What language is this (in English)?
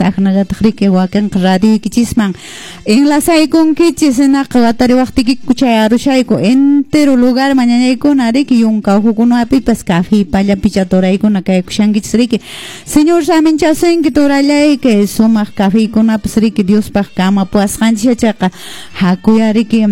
Quechua